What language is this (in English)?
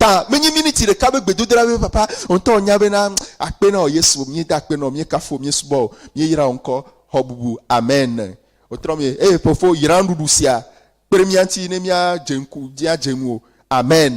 Ewe